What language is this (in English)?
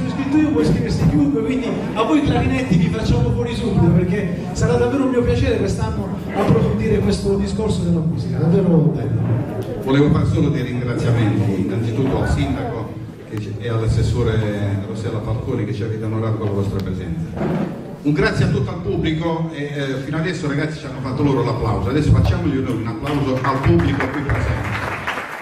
Italian